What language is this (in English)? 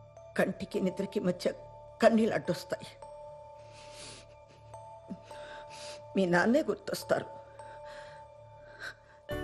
Telugu